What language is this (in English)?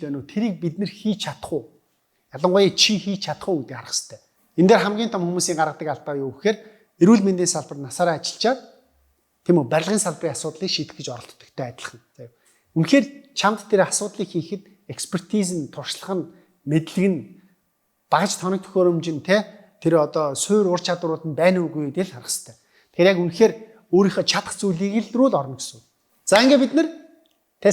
Mongolian